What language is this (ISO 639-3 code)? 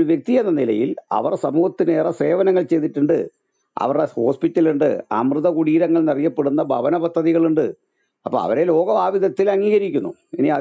mal